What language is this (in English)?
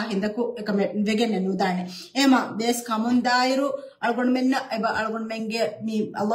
Divehi